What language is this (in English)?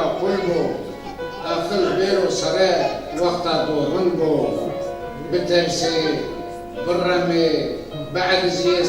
Zaza